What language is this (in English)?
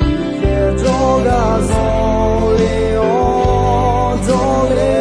Akha